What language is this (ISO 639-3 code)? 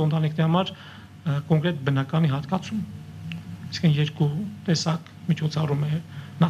hye